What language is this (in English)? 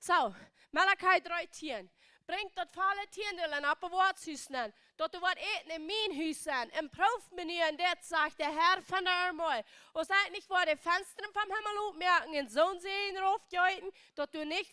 Plautdietsch